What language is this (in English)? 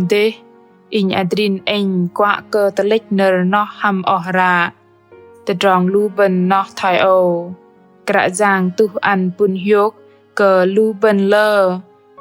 Bahnar